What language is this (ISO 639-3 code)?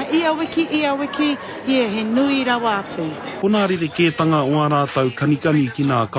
mri